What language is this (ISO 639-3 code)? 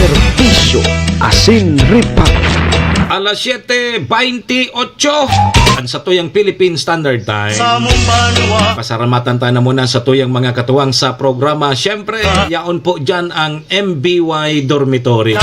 bik